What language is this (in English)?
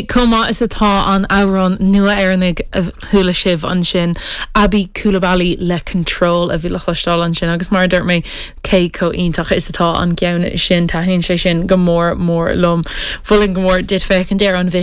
Irish